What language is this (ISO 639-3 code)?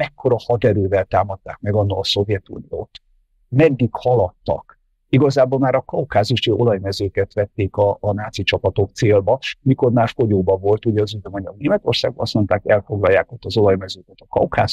hun